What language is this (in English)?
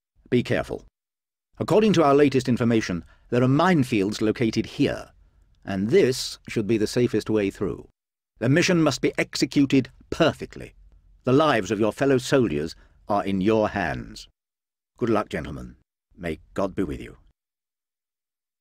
English